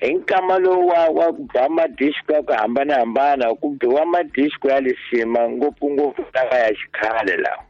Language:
Tsonga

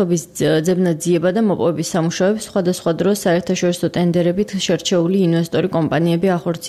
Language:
Georgian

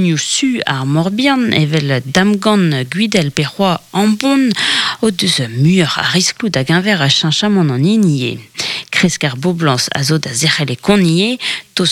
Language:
Breton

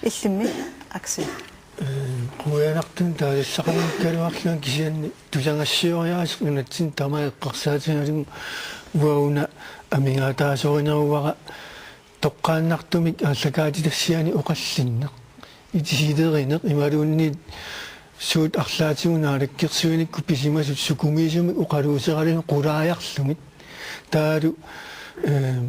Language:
Kalaallisut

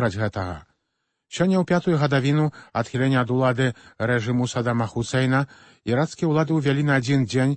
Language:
Belarusian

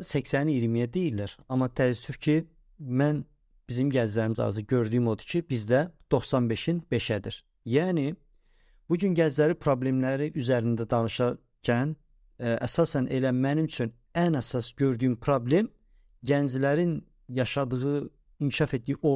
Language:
Azerbaijani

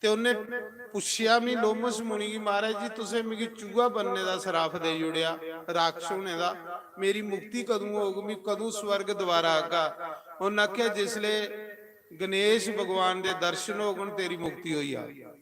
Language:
Dogri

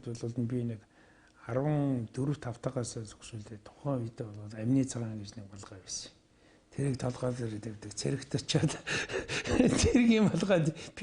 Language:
Mongolian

